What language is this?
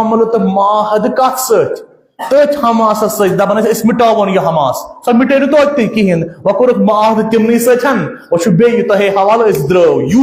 Kashmiri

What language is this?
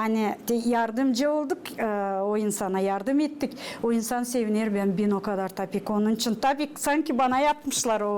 Gagauz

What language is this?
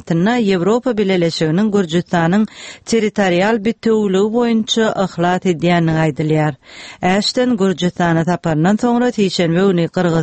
Turkmen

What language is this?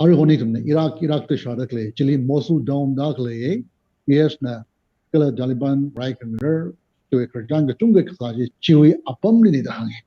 Tangkhul Naga (India)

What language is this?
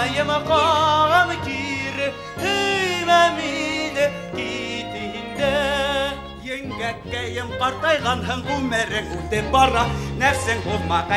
Bashkir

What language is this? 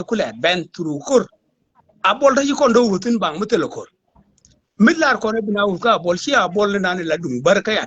Nuer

